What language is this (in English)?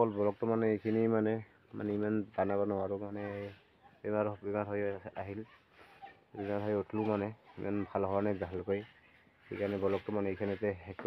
Assamese